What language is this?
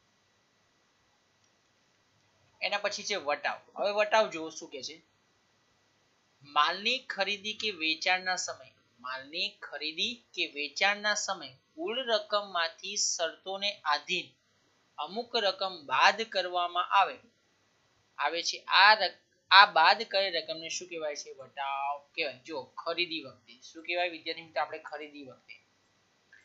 Gujarati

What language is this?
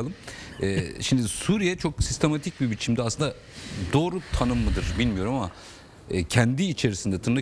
Turkish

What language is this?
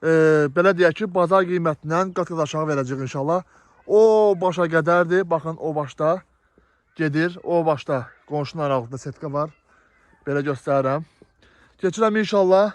Azerbaijani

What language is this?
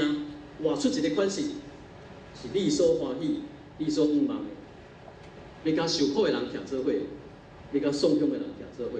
Min Nan Chinese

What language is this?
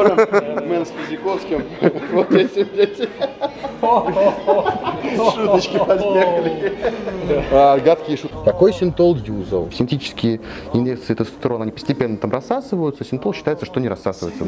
Russian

